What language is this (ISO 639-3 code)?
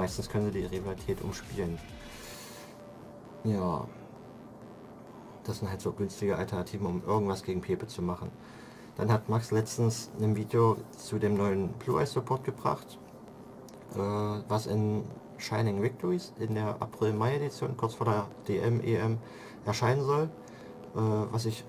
deu